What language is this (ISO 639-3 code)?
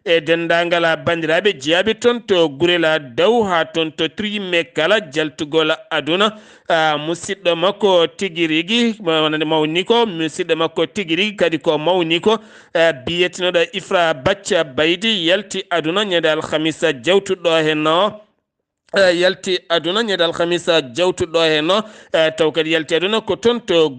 ful